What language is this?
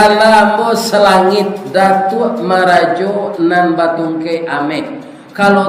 Minangkabau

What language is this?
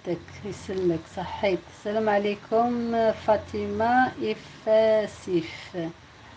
Algerian Arabic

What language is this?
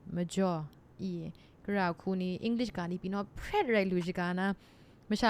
Kachin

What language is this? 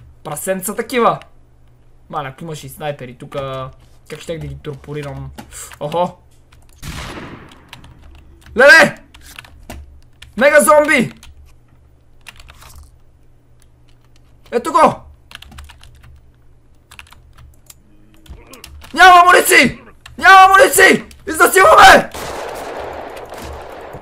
Bulgarian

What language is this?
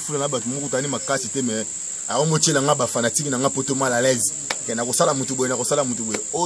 Lingala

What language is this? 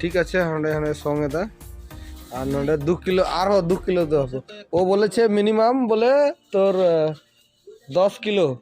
Santali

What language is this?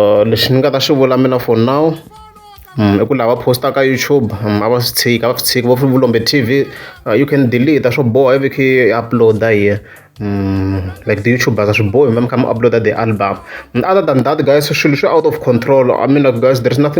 Tsonga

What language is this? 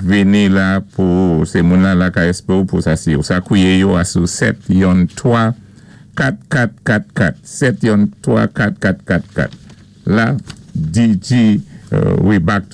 Saint Lucian Creole French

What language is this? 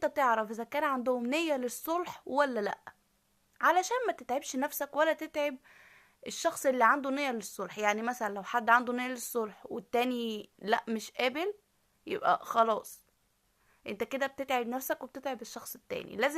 Egyptian Arabic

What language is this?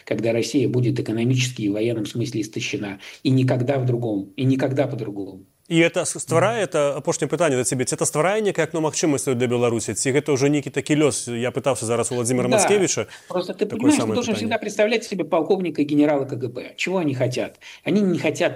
Belarusian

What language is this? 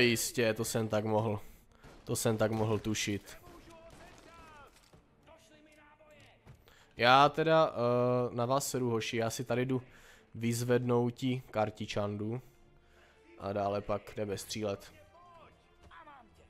Czech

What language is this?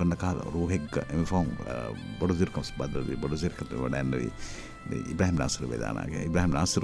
Divehi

